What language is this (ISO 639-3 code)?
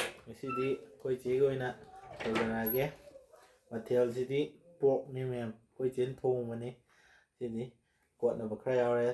mni